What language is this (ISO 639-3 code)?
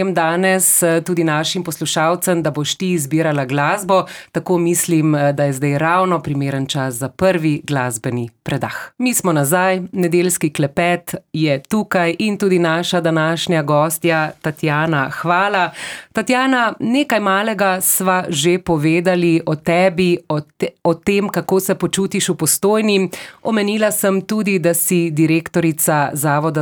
slv